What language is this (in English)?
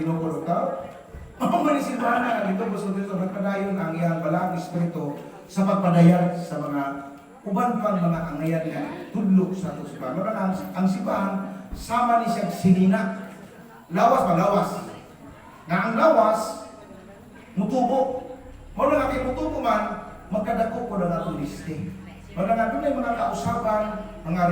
Cebuano